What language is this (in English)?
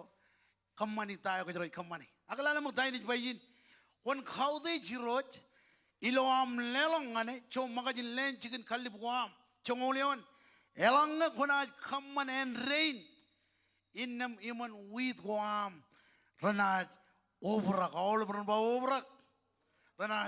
Marshallese